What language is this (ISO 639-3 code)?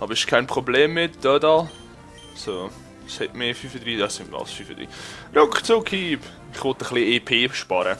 gsw